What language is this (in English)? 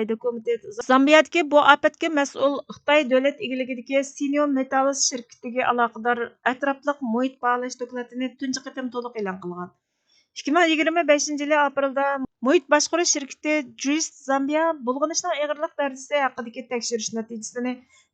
Uyghur